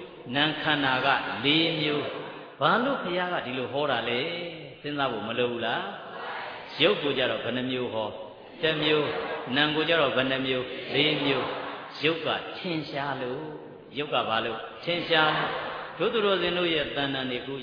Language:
Burmese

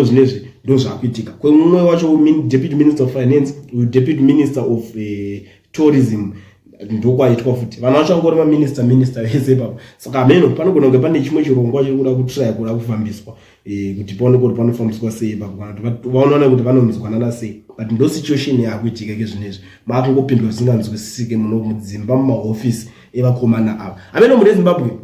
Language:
Shona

